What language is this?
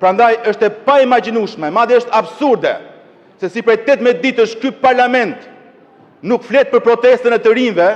Albanian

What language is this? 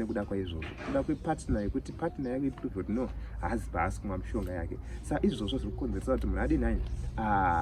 Shona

